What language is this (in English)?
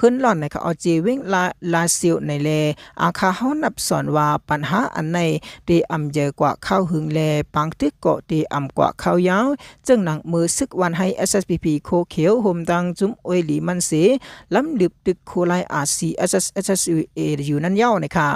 Shan